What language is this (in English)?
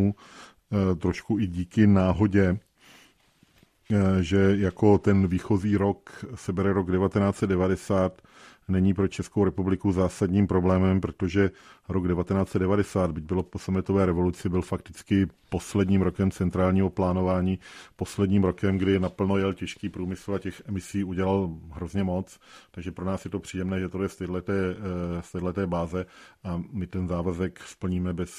Czech